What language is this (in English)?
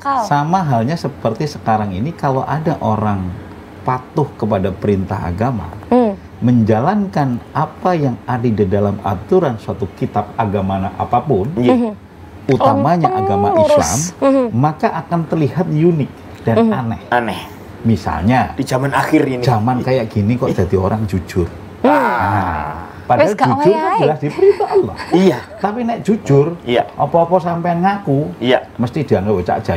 Indonesian